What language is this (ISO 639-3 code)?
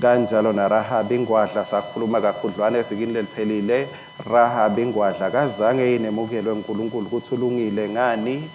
ssw